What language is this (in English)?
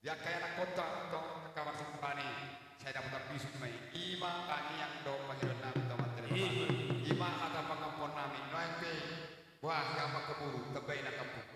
Batak Toba